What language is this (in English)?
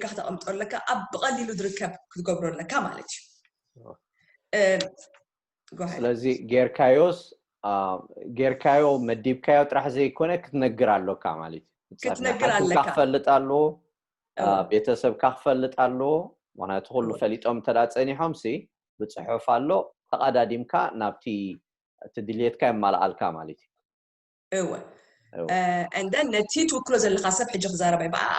Tigrinya